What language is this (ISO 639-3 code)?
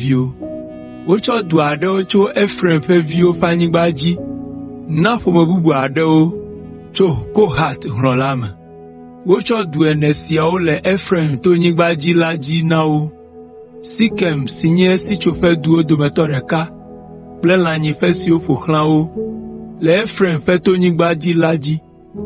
ewe